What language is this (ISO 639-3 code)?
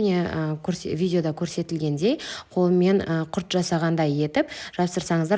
kaz